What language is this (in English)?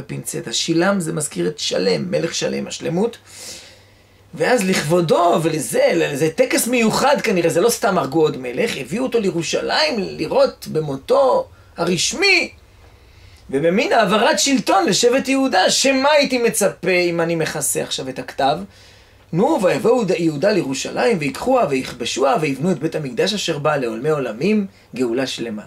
Hebrew